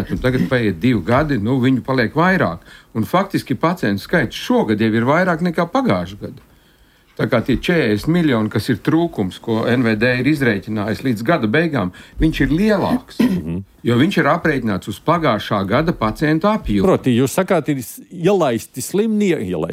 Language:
Latvian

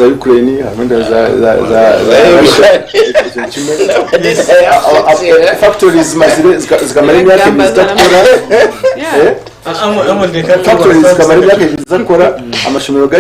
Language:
Nyankole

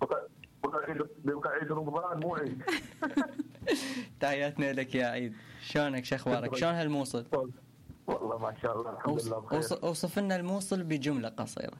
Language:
Mesopotamian Arabic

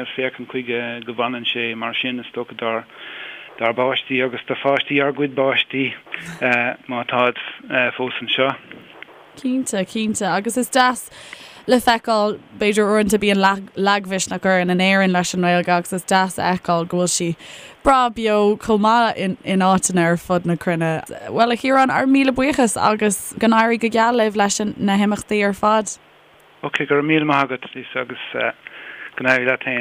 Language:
Irish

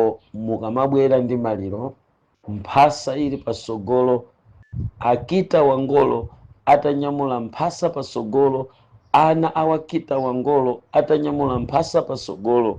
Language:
Nyanja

